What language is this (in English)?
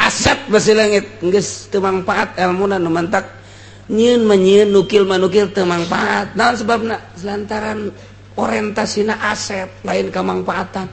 Sundanese